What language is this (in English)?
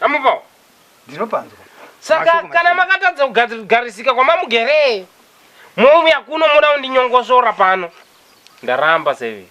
Shona